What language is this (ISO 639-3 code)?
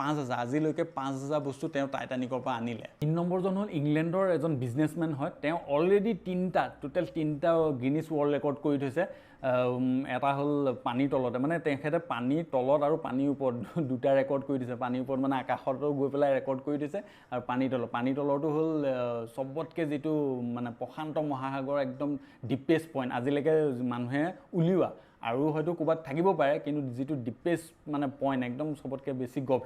asm